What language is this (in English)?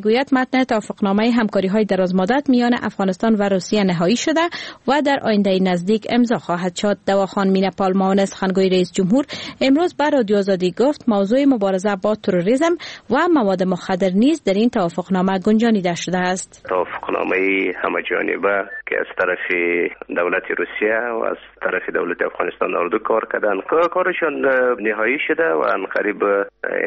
Persian